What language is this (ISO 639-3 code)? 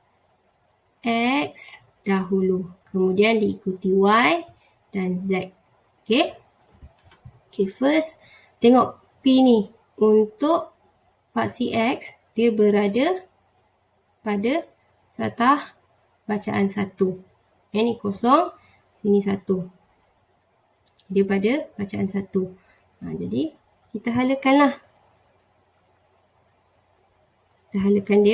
msa